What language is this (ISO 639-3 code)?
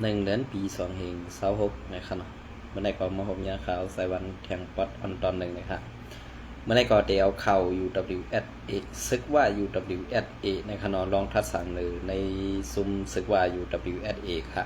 shn